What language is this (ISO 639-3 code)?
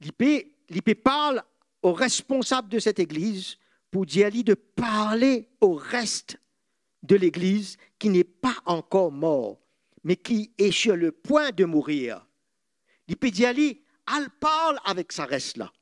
mfe